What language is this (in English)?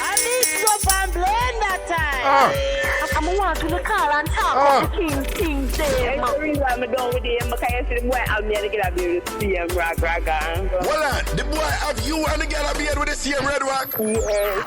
Jamaican Creole English